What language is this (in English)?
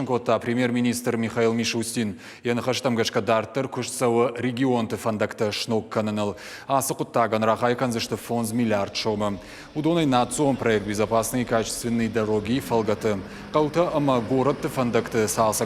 Ossetic